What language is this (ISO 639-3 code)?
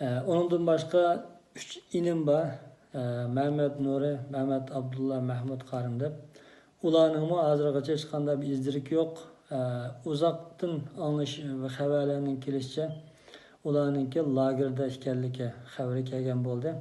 uig